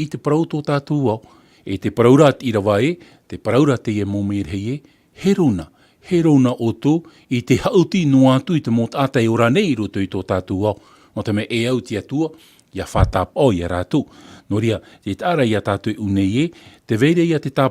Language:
Tahitian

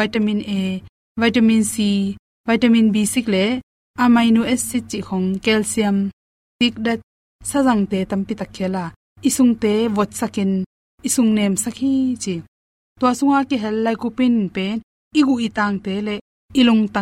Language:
Tedim Chin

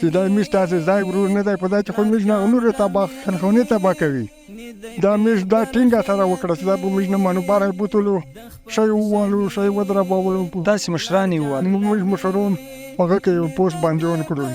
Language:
Pashto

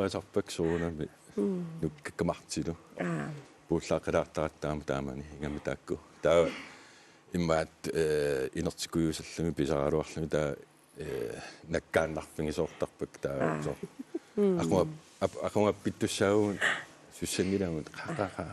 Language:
Kalaallisut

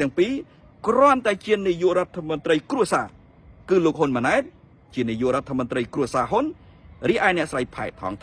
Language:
Khmer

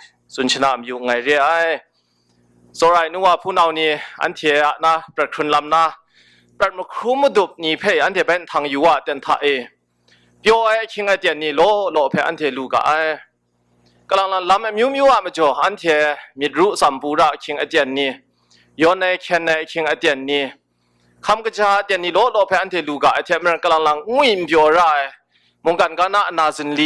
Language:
Kachin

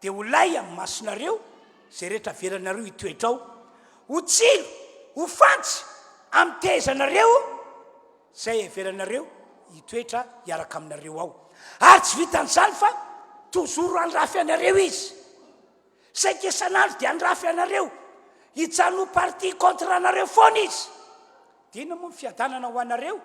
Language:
Malagasy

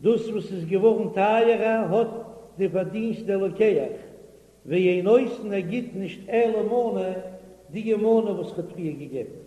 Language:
Yiddish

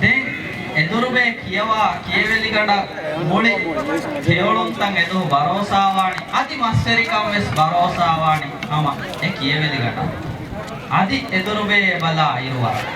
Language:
Divehi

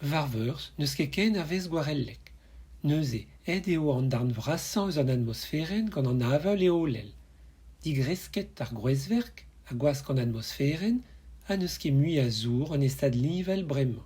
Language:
Breton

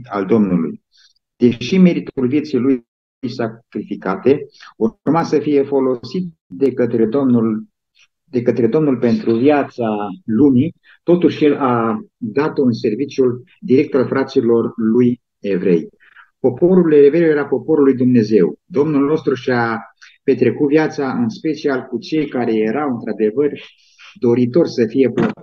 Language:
Romanian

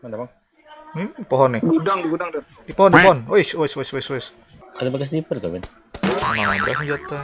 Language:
Banjar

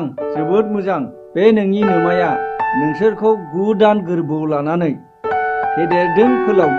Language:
Bodo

